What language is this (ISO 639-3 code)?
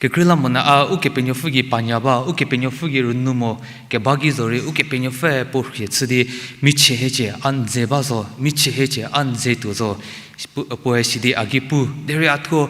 njm